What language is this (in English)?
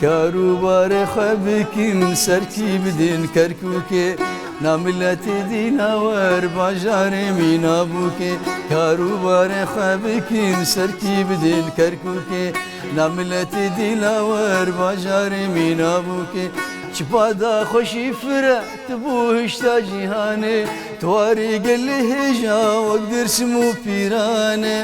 Kurdish